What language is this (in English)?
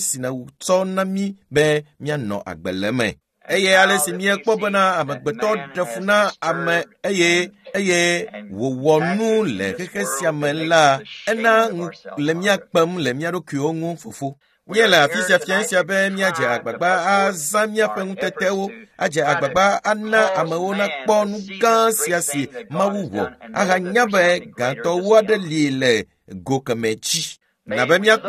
Ewe